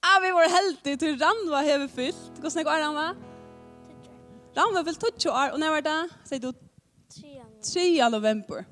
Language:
Faroese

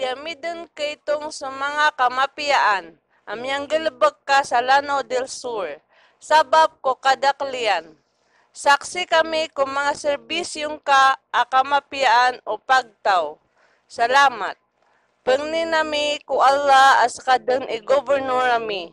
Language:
Maranao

